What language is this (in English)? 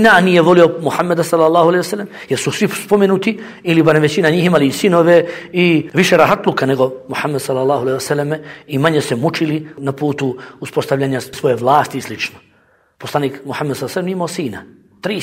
Bosnian